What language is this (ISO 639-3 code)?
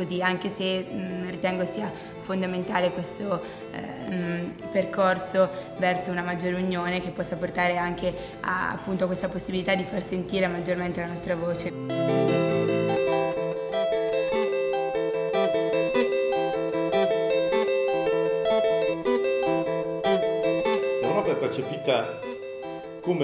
ita